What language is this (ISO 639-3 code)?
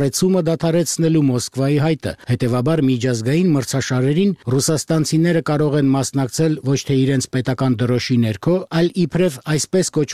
hye